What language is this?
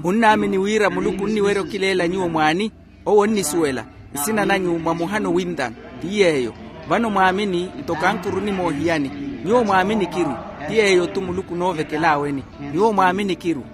Makhuwa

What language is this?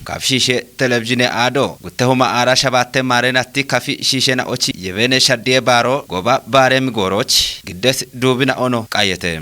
Kafa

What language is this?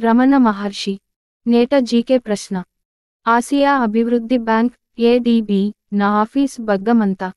Gondi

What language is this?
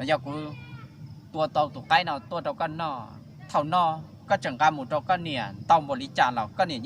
Hmong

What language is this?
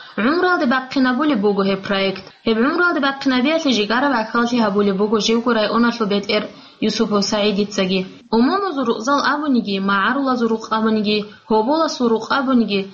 Avaric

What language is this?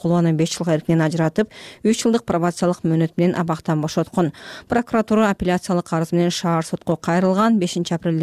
Kyrgyz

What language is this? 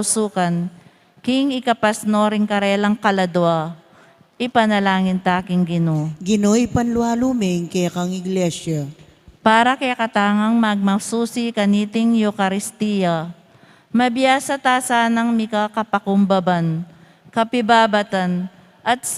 Pampanga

